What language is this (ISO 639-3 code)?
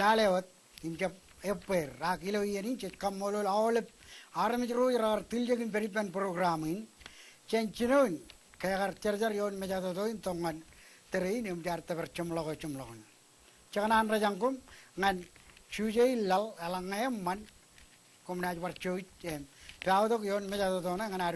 mah